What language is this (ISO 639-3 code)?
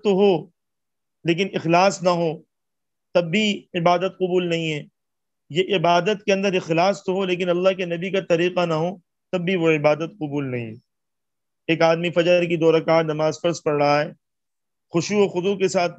urd